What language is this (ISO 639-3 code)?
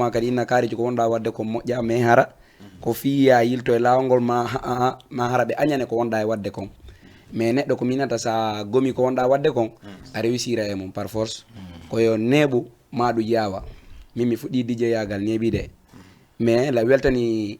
ful